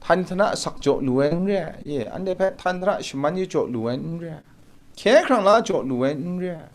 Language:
Kachin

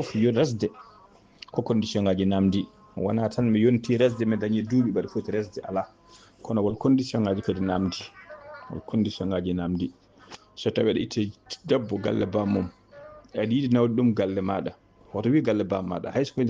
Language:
Fula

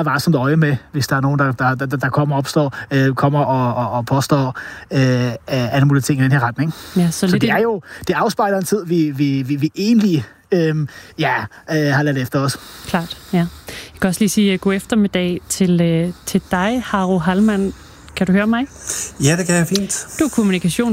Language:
Danish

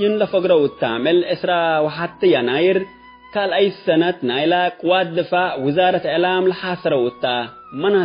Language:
Tigre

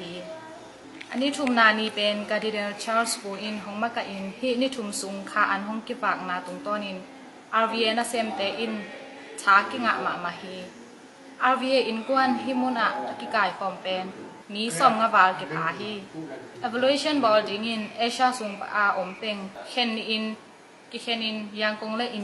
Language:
Tedim Chin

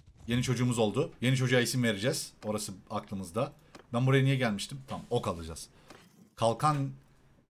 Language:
Turkish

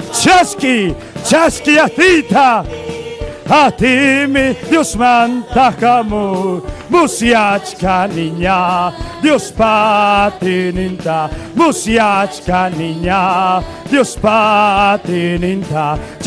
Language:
Ayacucho Quechua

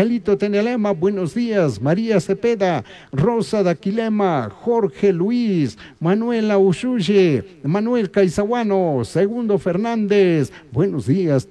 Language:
Chimborazo Highland Quichua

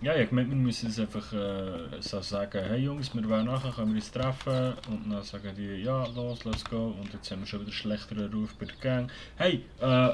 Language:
Swiss German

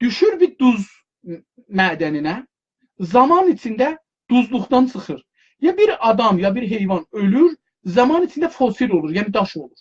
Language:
South Azerbaijani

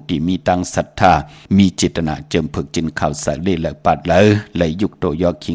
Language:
Shan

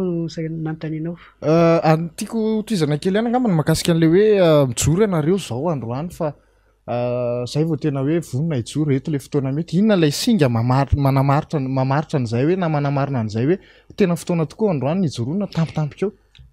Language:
Malagasy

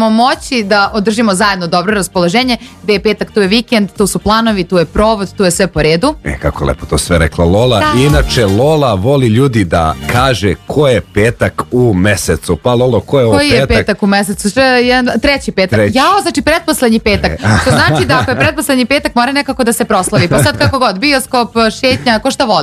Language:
Serbian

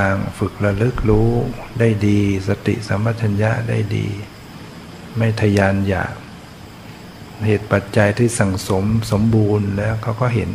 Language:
Thai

